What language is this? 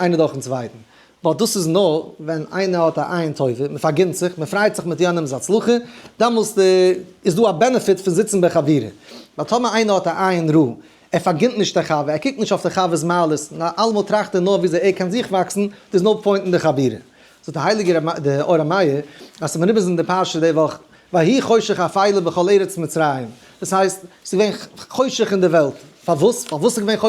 Yiddish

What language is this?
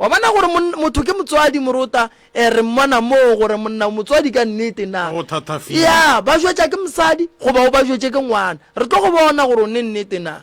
Northern Sotho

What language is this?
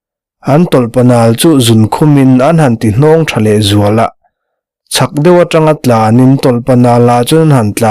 Mizo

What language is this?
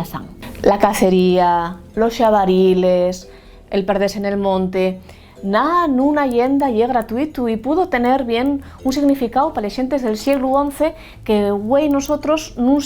Asturian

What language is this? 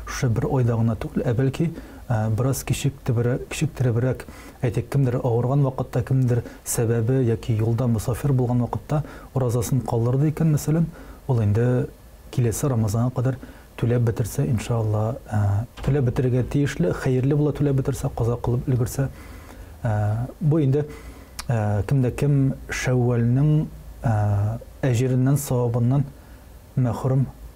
Tatar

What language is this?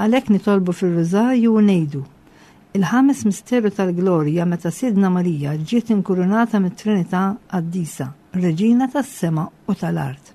Maltese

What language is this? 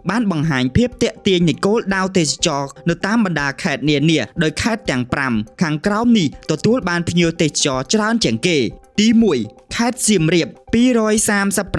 Khmer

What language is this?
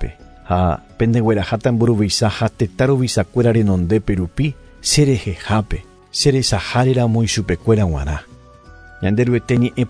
Guarani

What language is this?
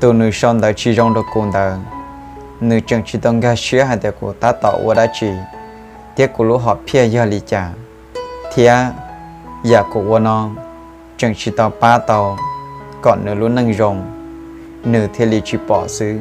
Hmong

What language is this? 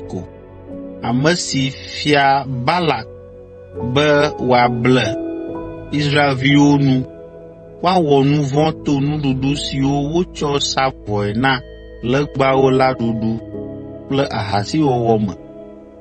Ewe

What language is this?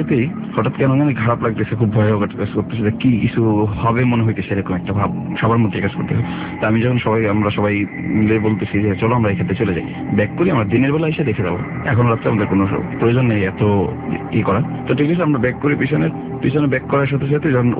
Bangla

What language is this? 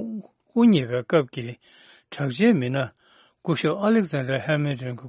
Tibetan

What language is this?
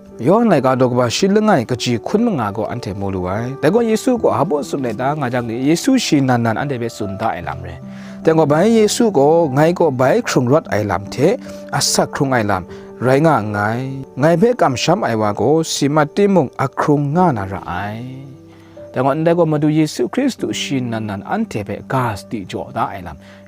Kachin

